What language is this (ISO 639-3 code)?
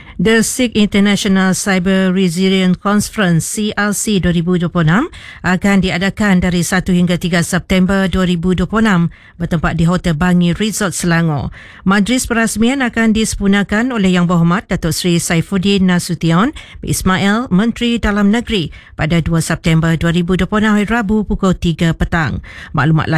msa